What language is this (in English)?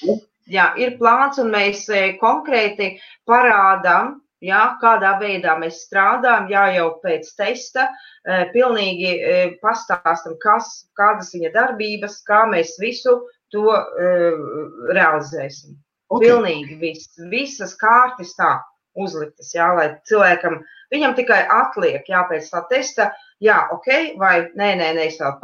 Latvian